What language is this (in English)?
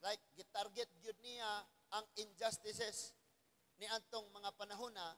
Cebuano